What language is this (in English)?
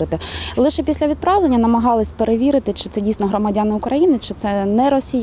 Ukrainian